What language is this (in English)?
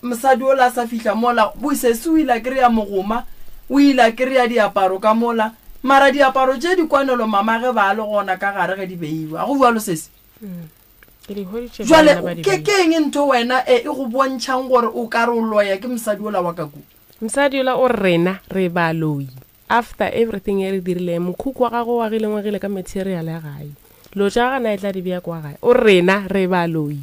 Northern Sotho